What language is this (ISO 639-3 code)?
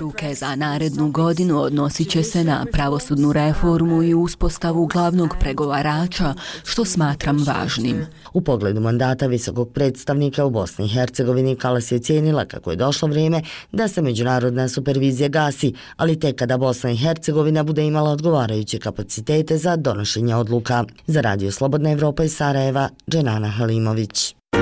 bos